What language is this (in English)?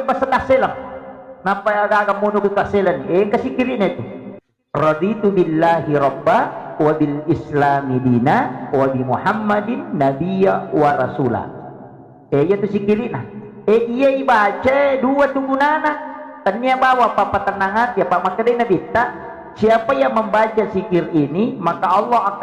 Buginese